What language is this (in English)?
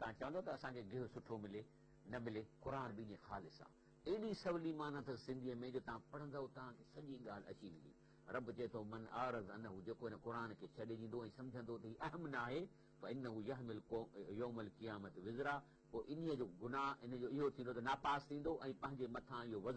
Sindhi